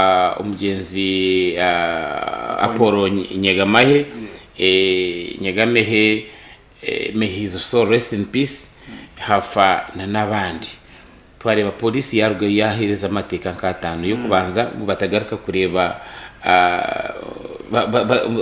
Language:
Nyankole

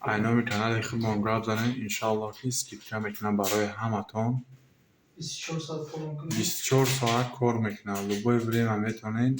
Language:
Tajik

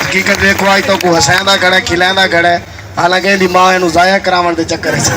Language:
Saraiki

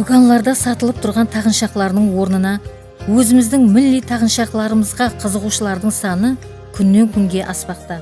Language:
Kara-Kalpak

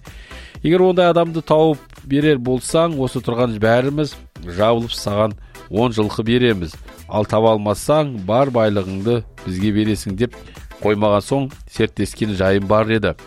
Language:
Kazakh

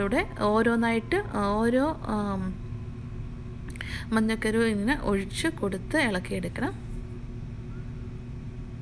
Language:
Malayalam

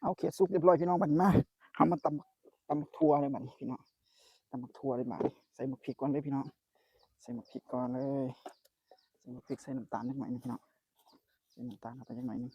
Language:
Northeastern Thai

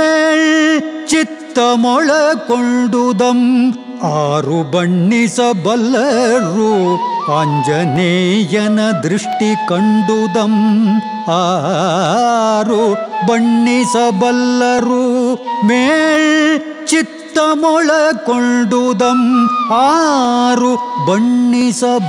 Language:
Kannada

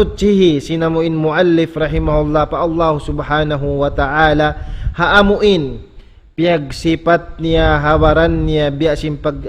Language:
Tausug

